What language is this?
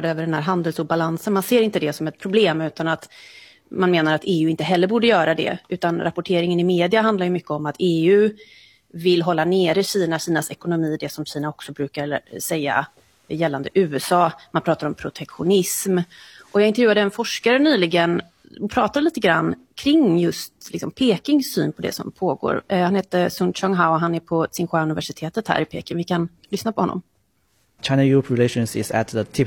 Swedish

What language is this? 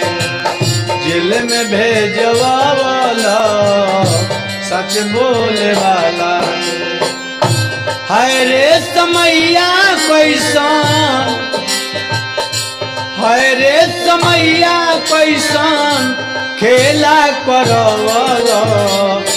Bhojpuri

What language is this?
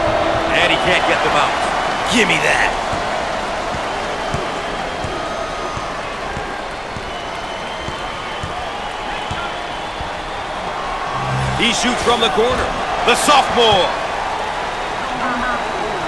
English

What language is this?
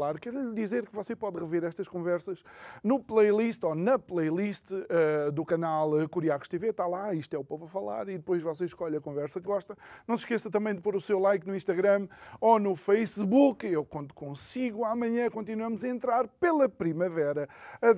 Portuguese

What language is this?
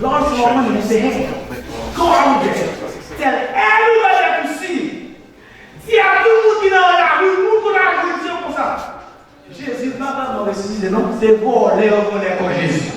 Haitian Creole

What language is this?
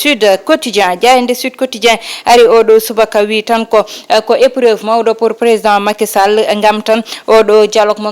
Fula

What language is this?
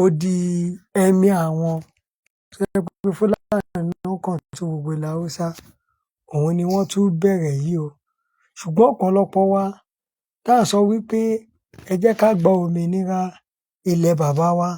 Yoruba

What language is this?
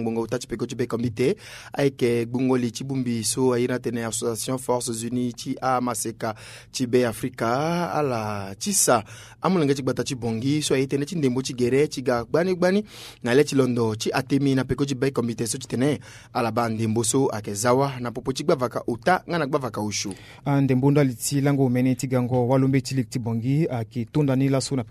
Sango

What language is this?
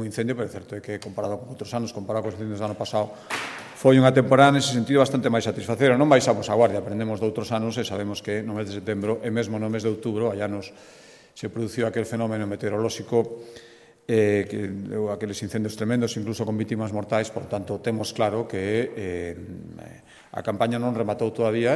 Galician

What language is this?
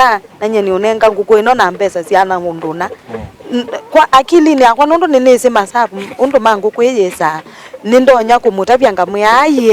Kamba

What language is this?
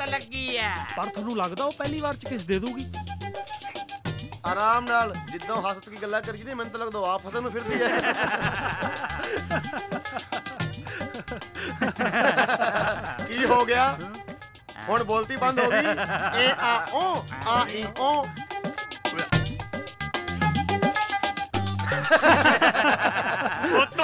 Punjabi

